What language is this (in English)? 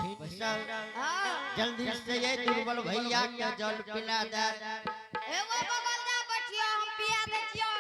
Angika